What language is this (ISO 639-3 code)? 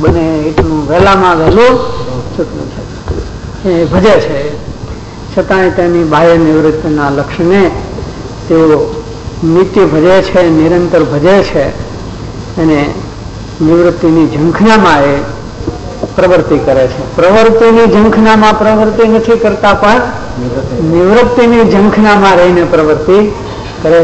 guj